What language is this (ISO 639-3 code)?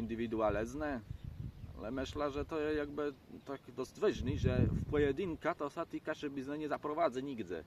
csb